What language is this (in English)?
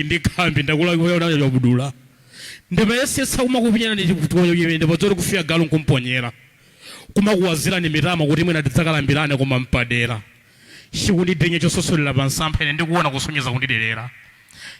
Nyanja